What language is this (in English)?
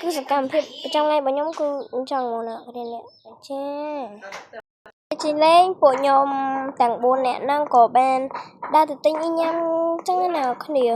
Khmer